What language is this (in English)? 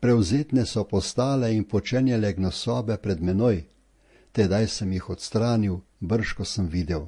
Slovenian